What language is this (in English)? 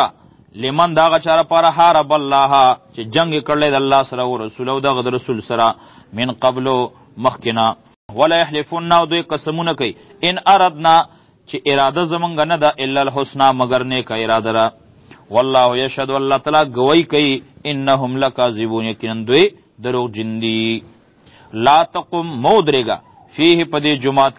Pashto